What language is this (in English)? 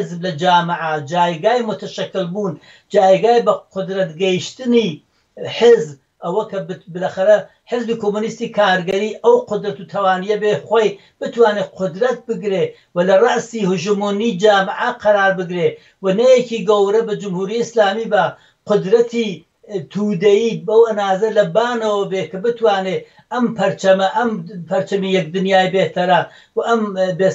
Central Kurdish